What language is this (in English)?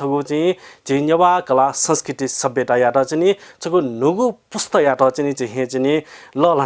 Newari